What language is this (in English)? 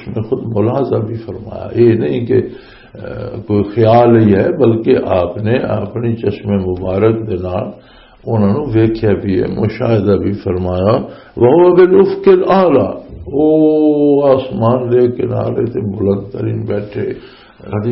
Western Panjabi